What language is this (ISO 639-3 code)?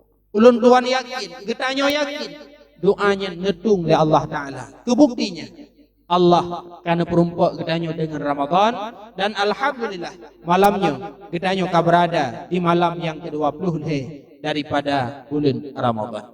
ace